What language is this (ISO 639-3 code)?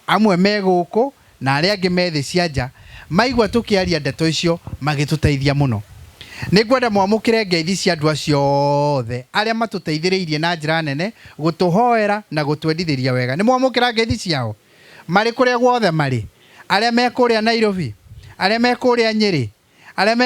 kik